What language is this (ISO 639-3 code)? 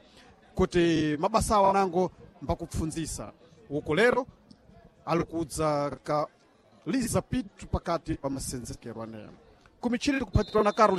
seh